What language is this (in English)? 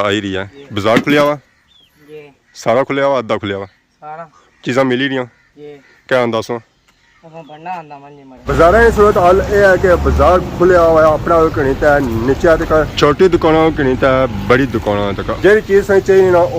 Pahari-Potwari